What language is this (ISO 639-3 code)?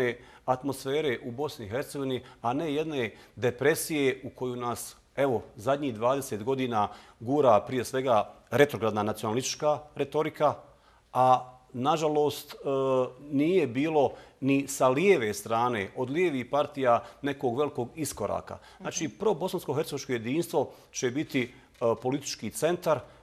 bos